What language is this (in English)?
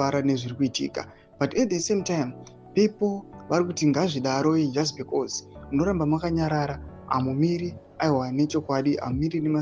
Shona